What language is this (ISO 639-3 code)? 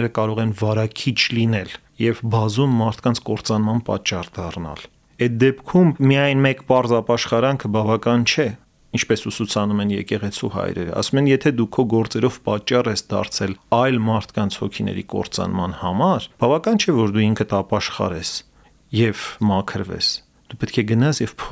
hye